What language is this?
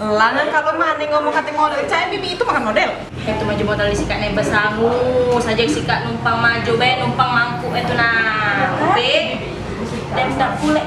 Musi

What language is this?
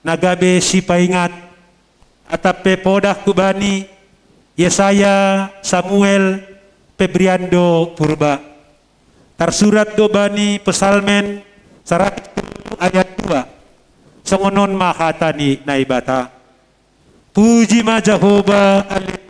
Batak Simalungun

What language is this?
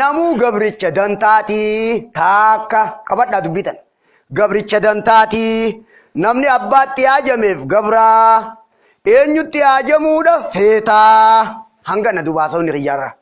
Oromo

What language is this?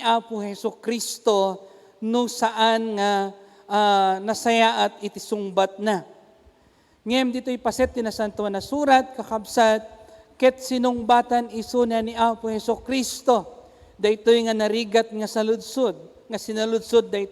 Iloko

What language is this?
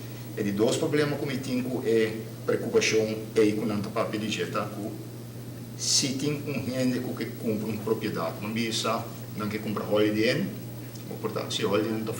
Papiamento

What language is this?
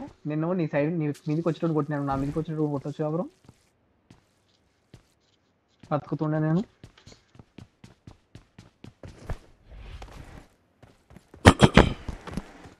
Telugu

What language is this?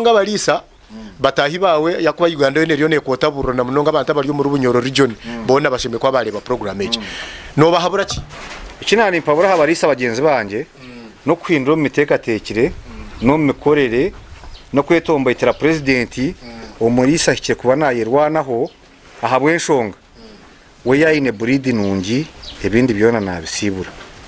Nyankole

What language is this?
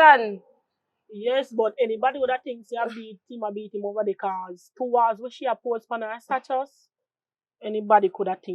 Jamaican Creole English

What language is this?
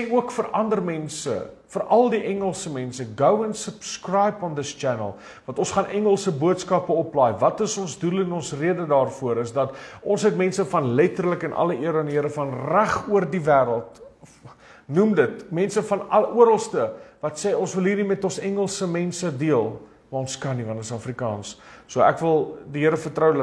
Afrikaans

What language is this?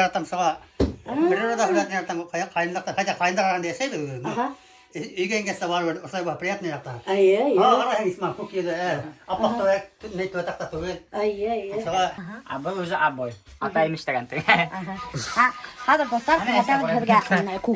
Bashkir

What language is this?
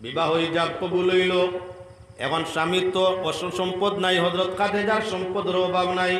Sylheti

